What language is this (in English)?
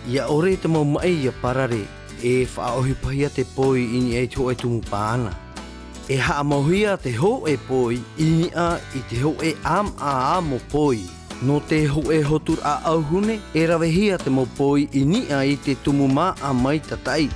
Tahitian